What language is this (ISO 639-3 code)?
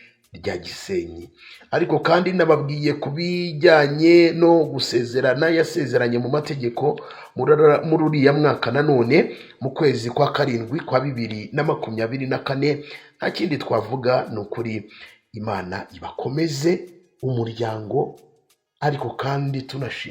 kin